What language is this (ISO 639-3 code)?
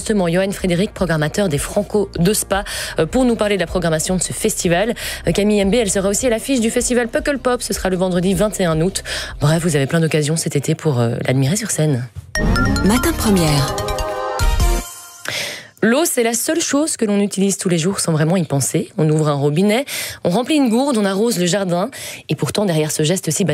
fra